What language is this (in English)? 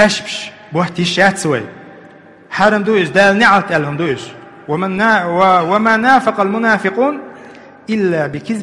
Chechen